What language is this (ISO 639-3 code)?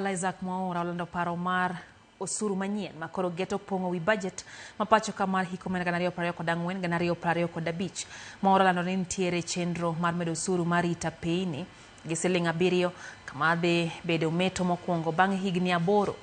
luo